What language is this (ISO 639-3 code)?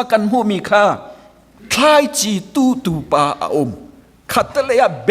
cnh